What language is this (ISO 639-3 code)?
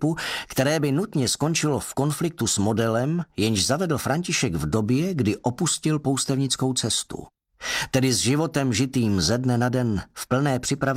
ces